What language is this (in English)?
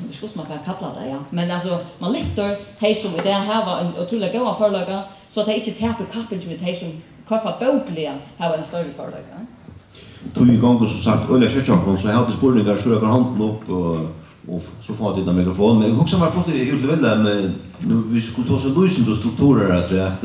Faroese